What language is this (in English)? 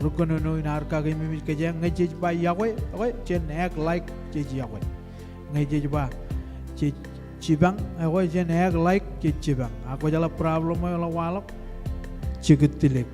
Marshallese